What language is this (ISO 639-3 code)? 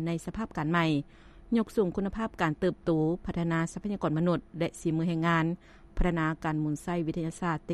lao